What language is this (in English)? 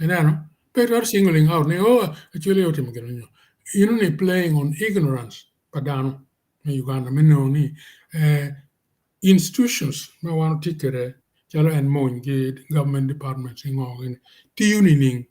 Acoli